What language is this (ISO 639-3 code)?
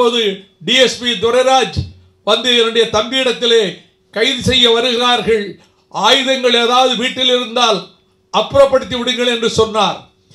tam